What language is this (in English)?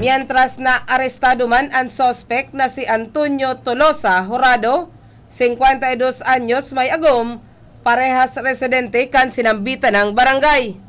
Bikol